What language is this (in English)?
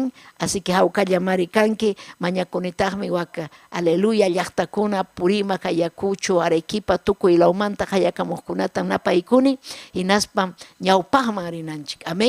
Ayacucho Quechua